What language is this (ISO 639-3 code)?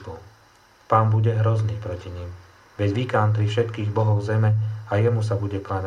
slk